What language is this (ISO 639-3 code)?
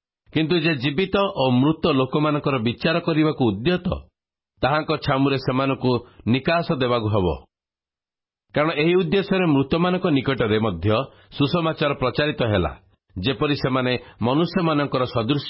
ori